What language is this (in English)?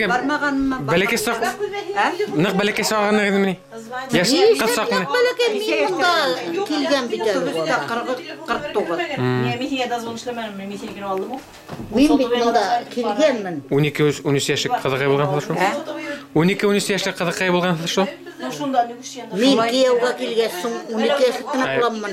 Bashkir